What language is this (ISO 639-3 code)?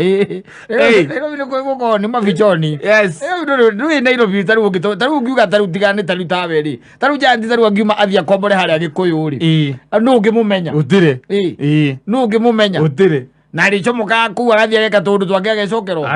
kik